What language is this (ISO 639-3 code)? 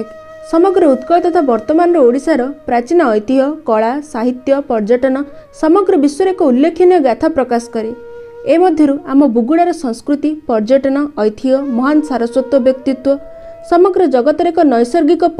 ori